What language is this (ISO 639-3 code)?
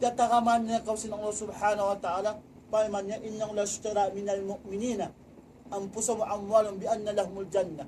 tsg